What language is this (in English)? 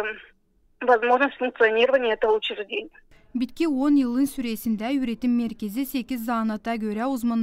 Gagauz